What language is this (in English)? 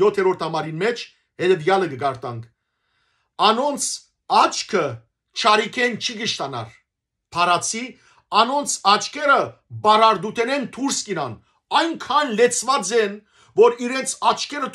Western Armenian